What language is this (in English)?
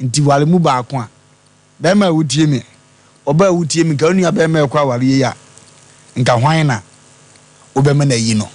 Akan